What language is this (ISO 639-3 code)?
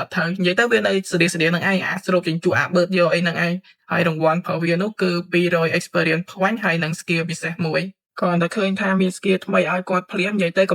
khm